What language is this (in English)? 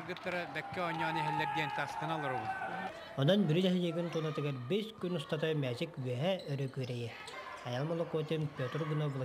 Yakut